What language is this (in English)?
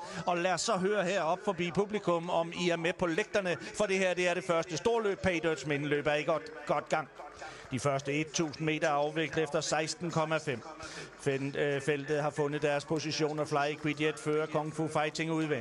Danish